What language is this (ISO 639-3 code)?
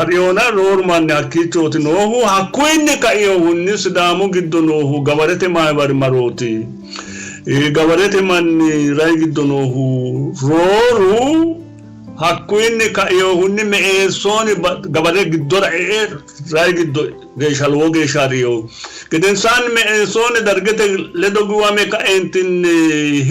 sid